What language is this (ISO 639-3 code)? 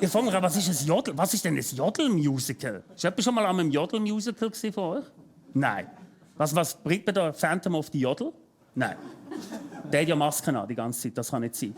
gsw